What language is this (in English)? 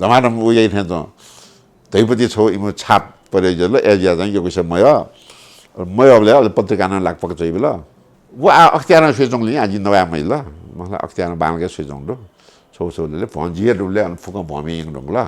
Newari